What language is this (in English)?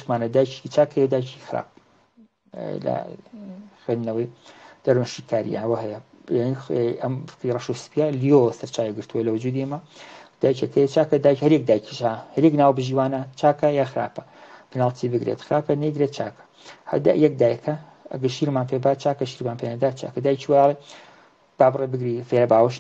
Central Kurdish